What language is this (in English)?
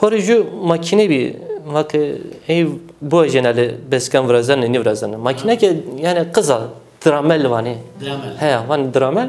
Zaza